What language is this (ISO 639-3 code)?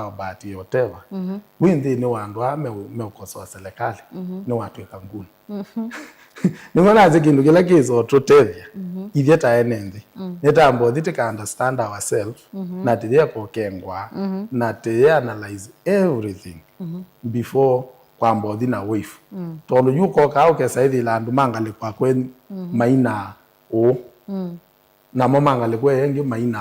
kam